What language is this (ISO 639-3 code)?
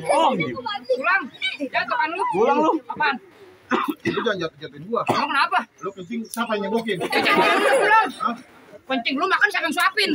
bew